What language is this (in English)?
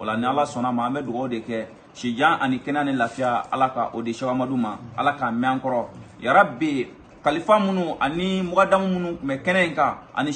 Bambara